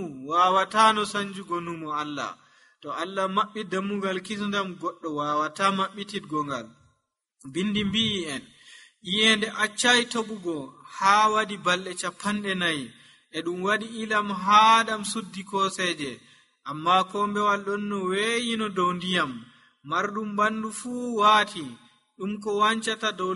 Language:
Nigerian Fulfulde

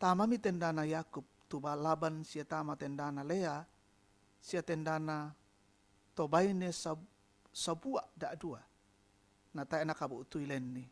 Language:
Toraja-Sa'dan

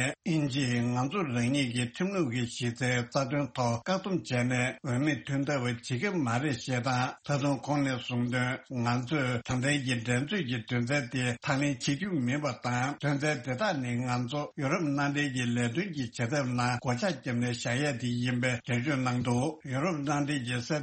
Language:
Tibetan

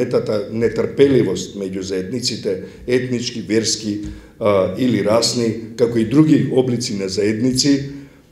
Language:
Macedonian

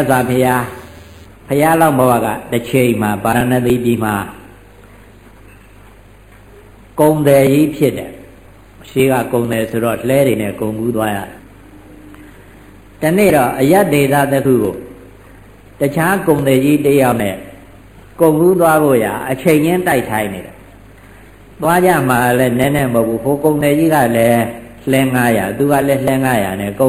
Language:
Burmese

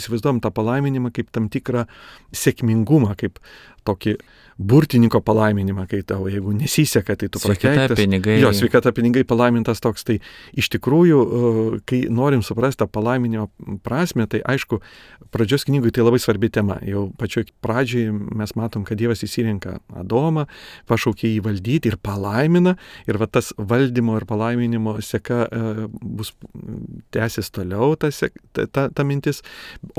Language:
Lithuanian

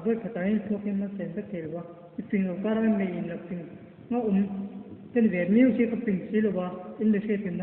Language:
Mizo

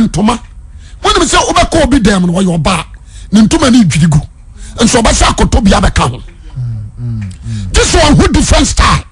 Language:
Akan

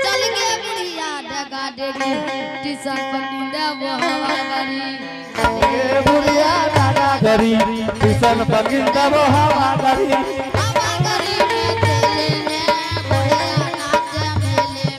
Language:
Angika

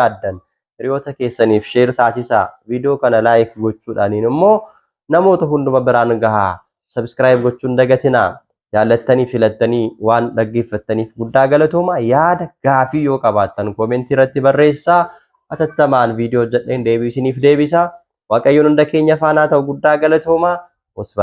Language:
Oromo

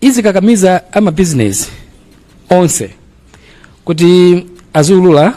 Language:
Nyanja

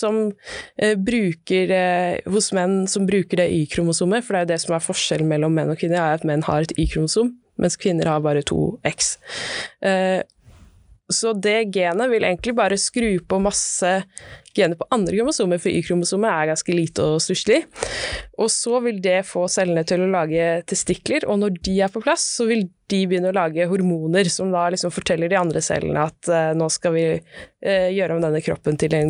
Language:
Norwegian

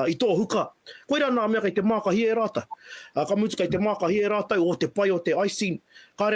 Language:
Māori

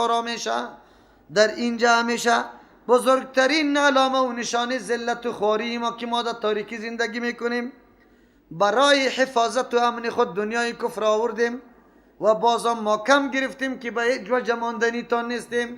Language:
Persian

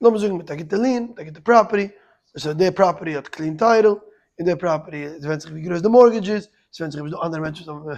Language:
Yiddish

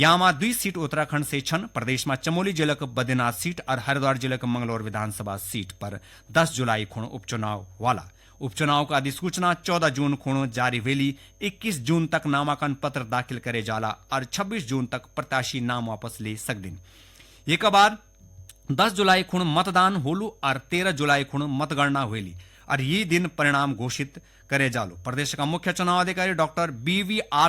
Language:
Garhwali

